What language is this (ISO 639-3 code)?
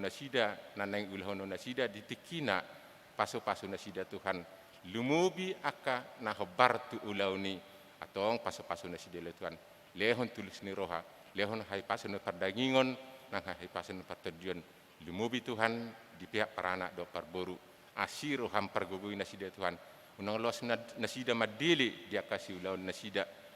bbc